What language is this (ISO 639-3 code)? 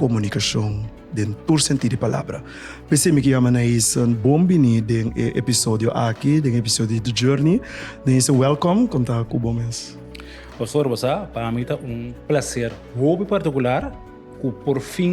pap